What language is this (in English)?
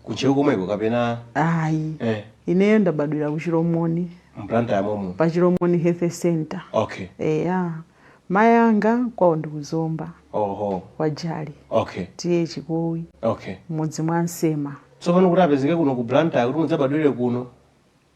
Nyanja